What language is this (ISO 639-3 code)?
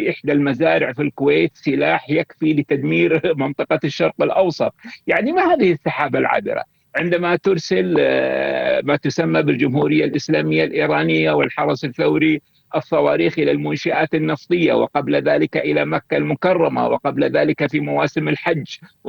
ara